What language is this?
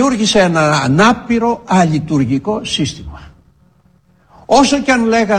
Greek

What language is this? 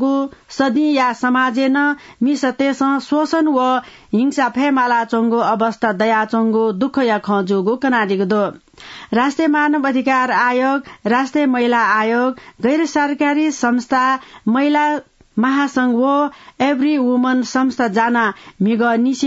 Newari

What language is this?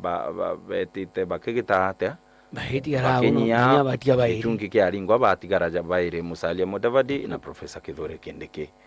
Meru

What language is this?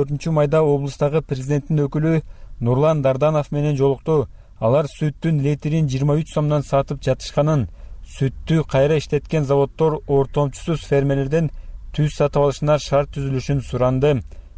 Kyrgyz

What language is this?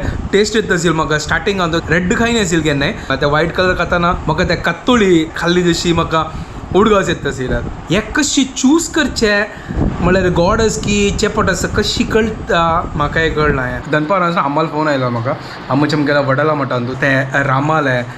Konkani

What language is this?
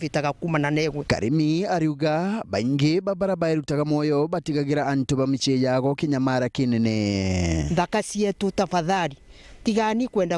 Meru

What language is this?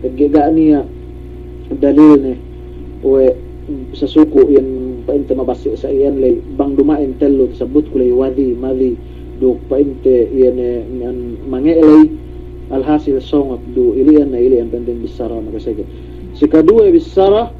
Yakan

